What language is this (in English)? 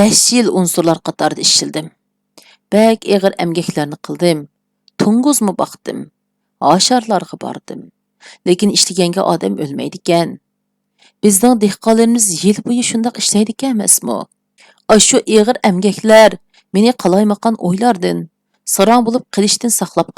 Uyghur